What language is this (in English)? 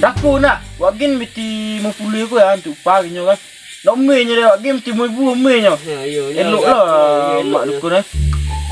Minangkabau